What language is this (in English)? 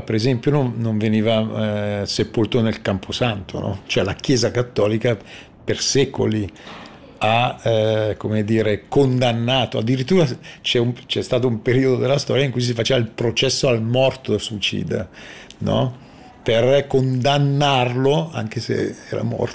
Italian